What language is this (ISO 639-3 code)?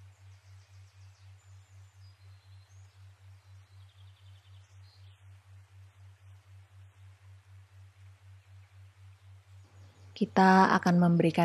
ind